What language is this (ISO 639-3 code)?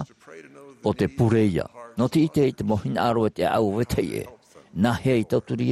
tah